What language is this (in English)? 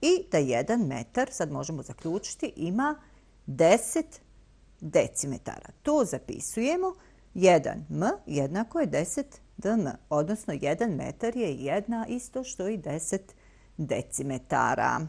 Bosnian